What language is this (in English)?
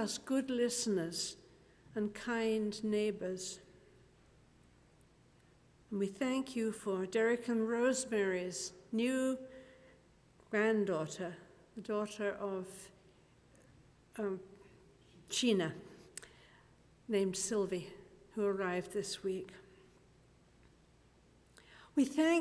English